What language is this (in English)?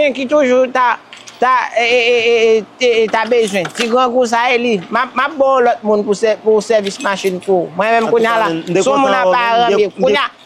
Haitian Creole